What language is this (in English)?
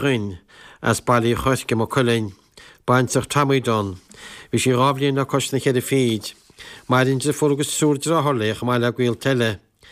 Irish